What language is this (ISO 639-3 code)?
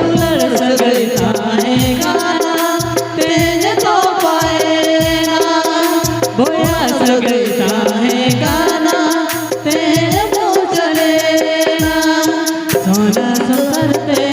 sat